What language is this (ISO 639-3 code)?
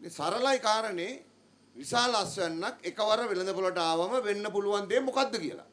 sin